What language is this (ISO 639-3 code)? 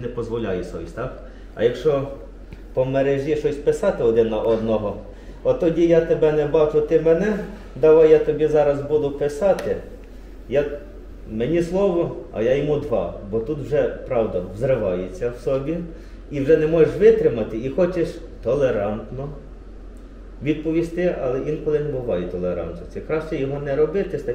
ukr